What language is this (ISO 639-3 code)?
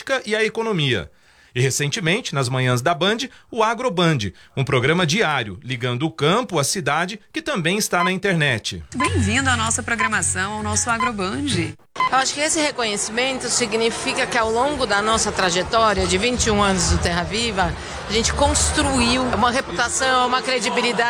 por